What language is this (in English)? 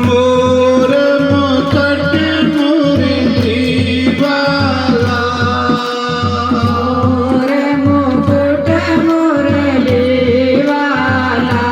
Dogri